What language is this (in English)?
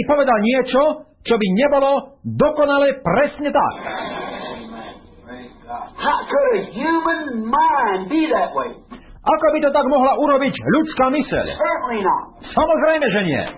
Slovak